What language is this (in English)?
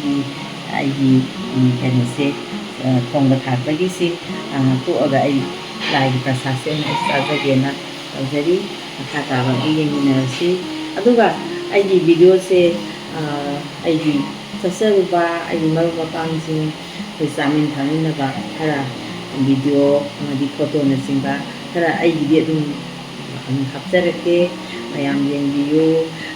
Manipuri